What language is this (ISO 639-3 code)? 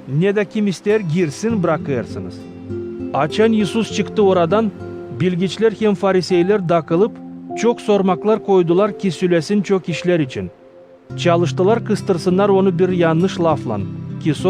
gag